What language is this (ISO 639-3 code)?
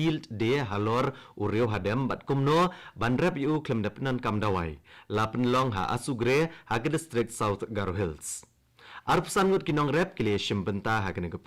kha